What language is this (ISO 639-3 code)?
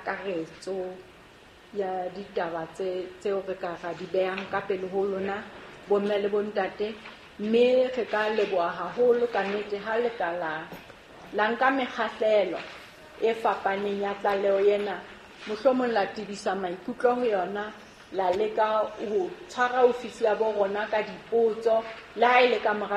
sot